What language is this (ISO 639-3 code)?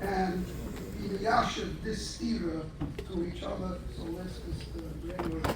yid